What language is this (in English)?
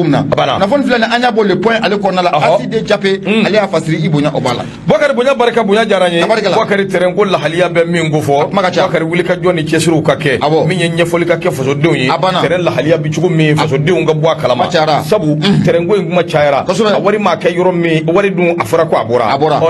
Bambara